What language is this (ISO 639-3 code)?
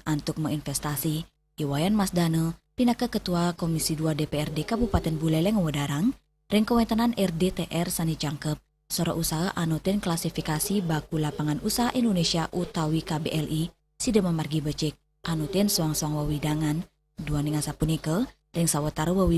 ban